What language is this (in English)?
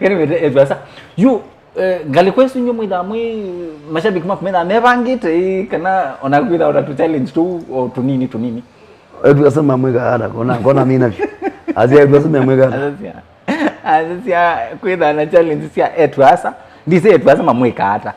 Kamba